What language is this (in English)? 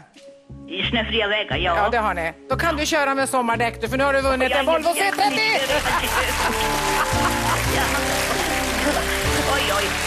Swedish